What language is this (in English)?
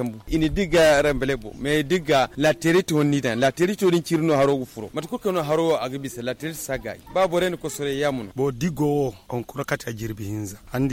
Zarma